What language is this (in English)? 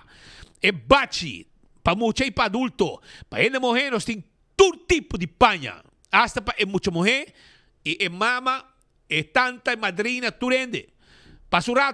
Papiamento